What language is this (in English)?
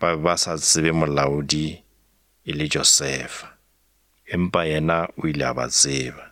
Northern Sotho